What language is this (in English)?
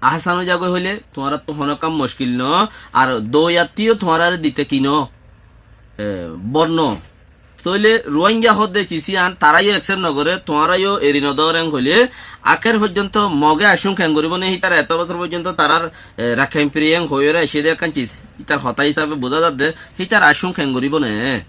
Rohingya